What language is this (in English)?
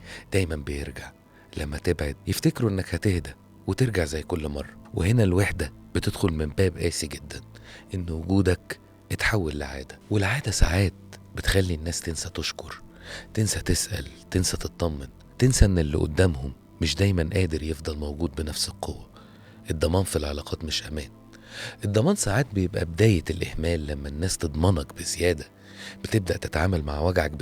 Egyptian Arabic